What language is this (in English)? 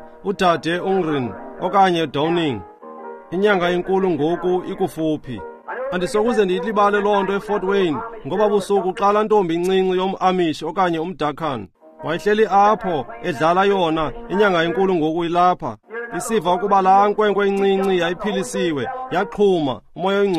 Xhosa